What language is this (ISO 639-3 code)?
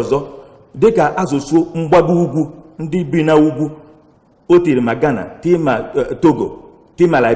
ibo